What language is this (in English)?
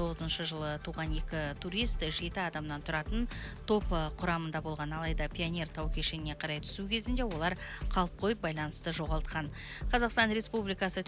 Kazakh